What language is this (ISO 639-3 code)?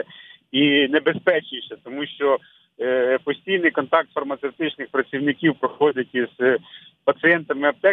ukr